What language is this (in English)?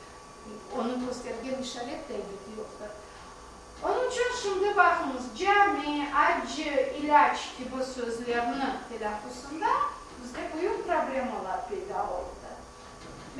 Crimean Tatar